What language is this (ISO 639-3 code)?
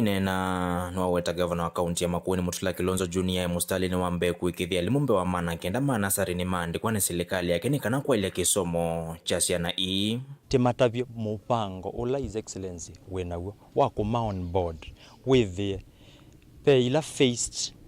kam